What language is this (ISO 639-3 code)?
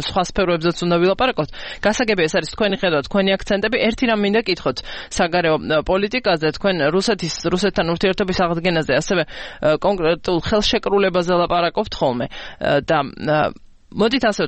kat